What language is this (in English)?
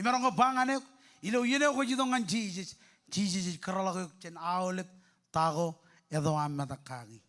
Marshallese